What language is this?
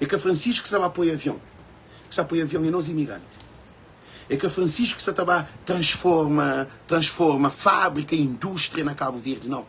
Kabuverdianu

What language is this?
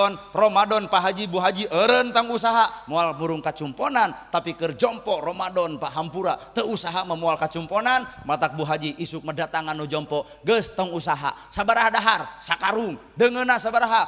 Sundanese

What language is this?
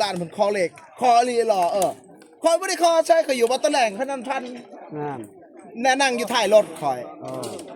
Northeastern Thai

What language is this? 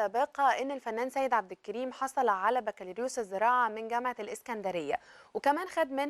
Egyptian Arabic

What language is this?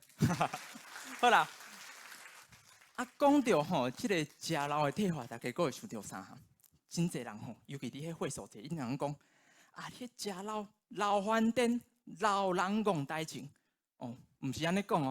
Min Nan Chinese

